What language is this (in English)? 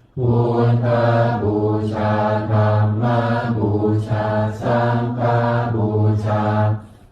Pali